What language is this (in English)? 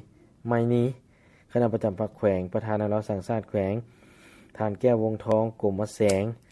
Lao